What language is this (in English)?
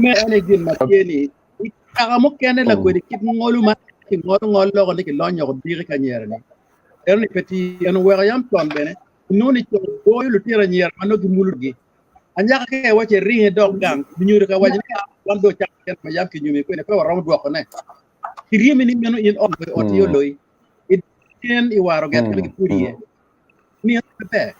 Acoli